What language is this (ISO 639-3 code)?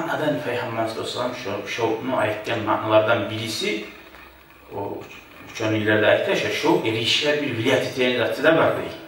kum